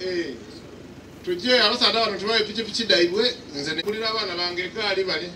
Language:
Soga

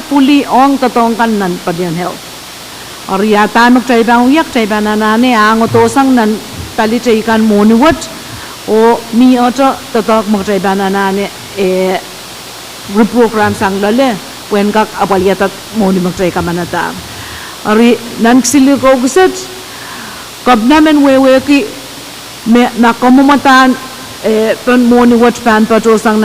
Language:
Pohnpeian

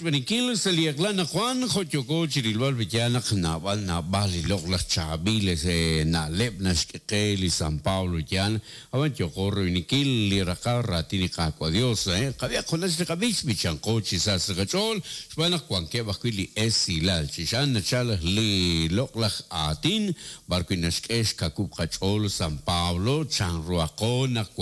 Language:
Kekchí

